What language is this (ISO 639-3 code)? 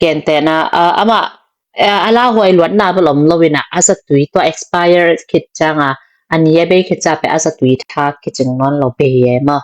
ctd